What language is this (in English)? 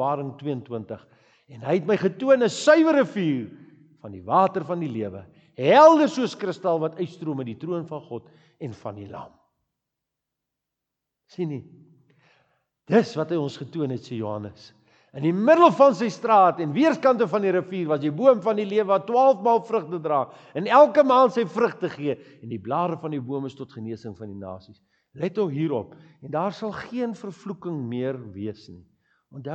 Afrikaans